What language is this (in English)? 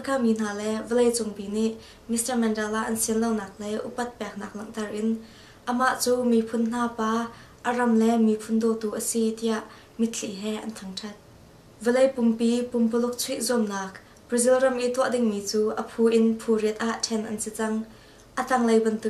Hakha Chin